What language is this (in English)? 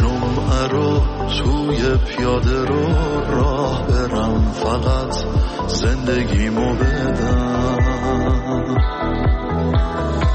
Persian